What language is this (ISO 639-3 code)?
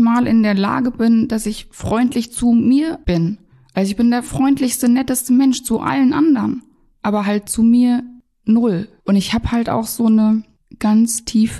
deu